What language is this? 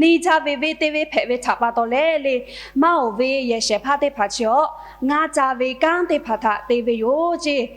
Lahu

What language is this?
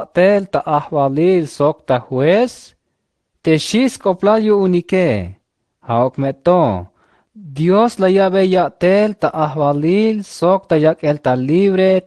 Tzeltal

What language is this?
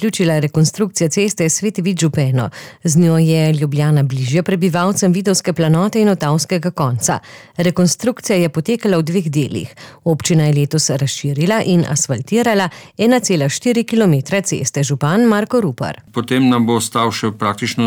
Slovenian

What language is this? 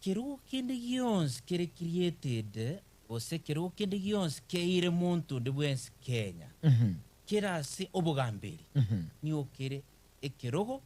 Gusii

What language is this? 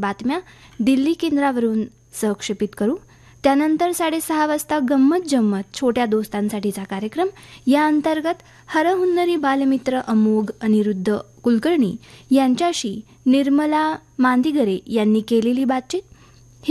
Marathi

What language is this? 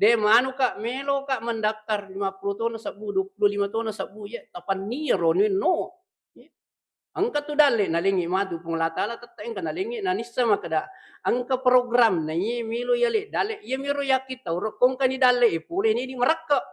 Buginese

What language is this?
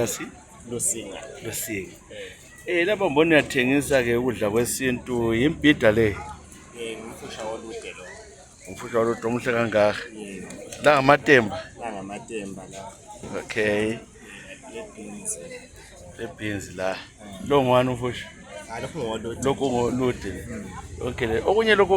North Ndebele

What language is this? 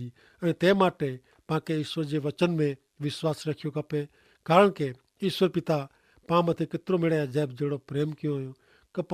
Kachhi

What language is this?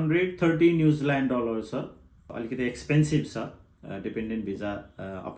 Nepali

